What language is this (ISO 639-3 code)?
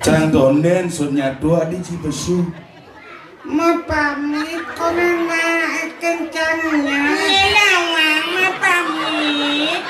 ban